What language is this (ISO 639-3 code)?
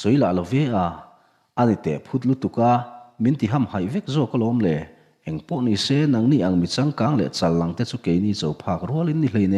lus